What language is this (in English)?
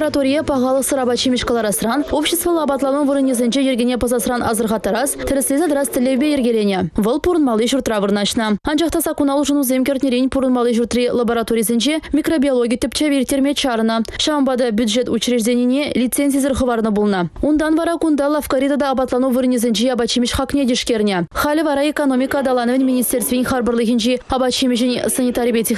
Chuvash